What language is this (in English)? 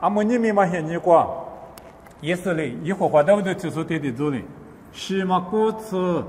Lisu